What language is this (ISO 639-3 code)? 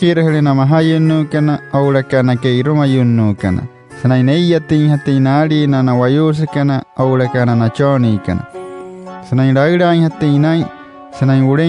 guc